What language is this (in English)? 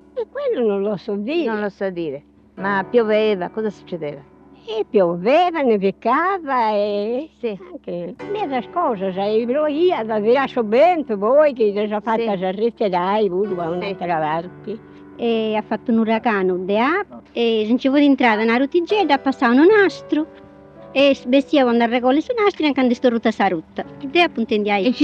Sardinian